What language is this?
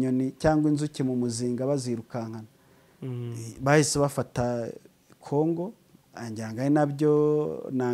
Kinyarwanda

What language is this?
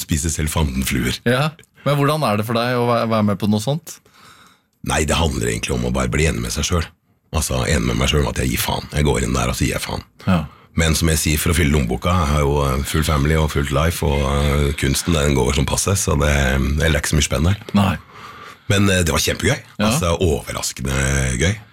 Norwegian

